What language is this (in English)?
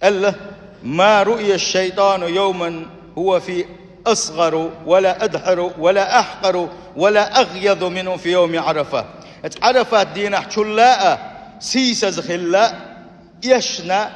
Chechen